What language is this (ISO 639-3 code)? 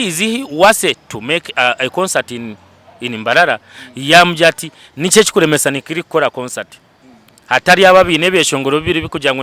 nyn